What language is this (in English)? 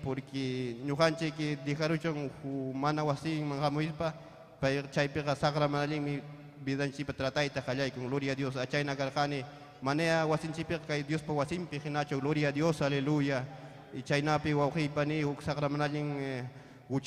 Ayacucho Quechua